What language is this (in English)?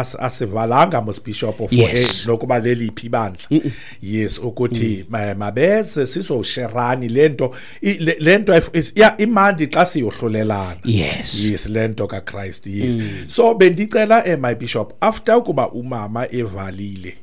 Xhosa